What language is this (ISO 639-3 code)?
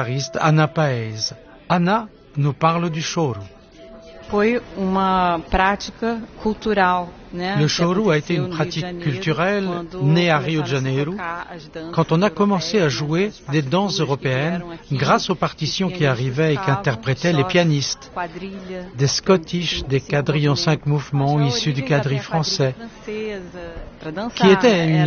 fra